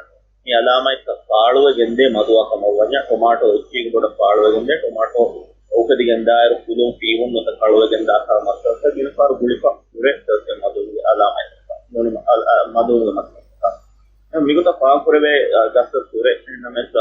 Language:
Divehi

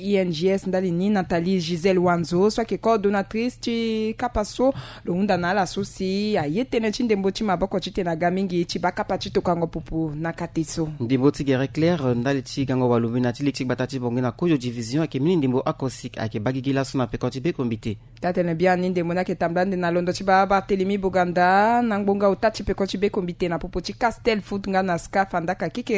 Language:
Sango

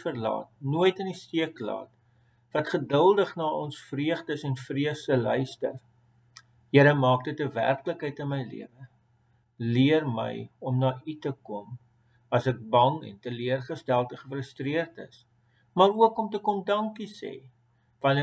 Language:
Afrikaans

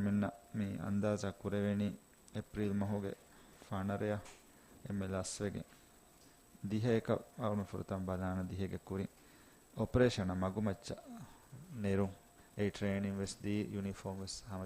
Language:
Divehi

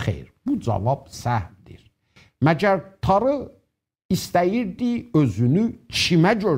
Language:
South Azerbaijani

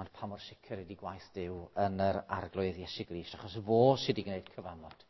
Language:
Welsh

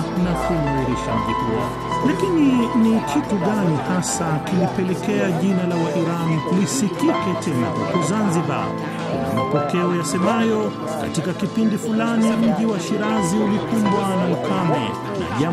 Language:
Swahili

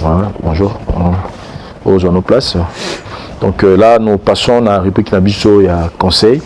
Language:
Lingala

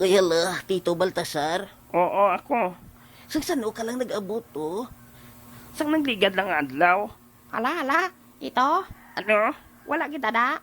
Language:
Hiligaynon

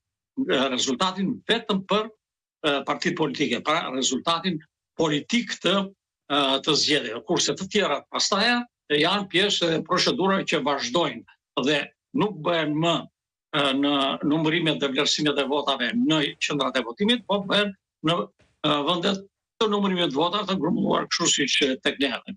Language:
Albanian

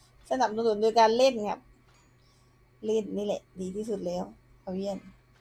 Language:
Thai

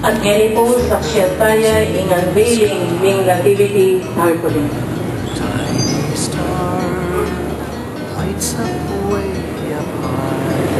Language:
Pampanga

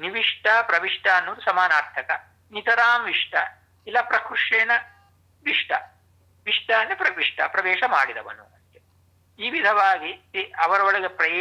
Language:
Kannada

